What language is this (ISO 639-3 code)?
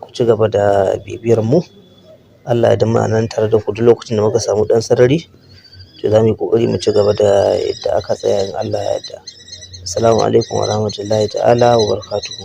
hau